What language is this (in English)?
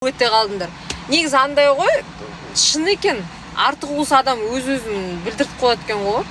Kazakh